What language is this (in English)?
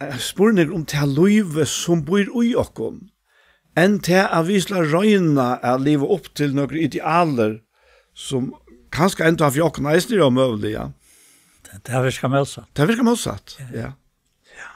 Faroese